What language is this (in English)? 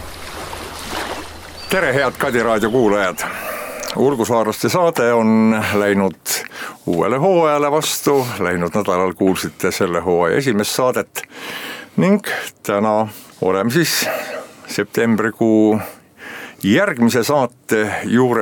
Estonian